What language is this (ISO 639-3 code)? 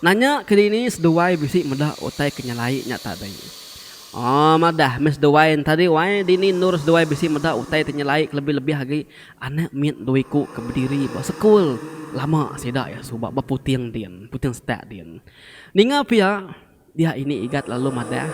iba